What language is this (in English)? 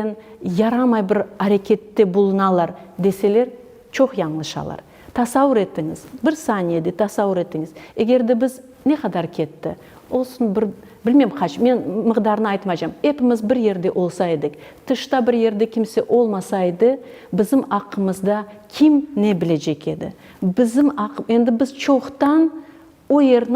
Crimean Tatar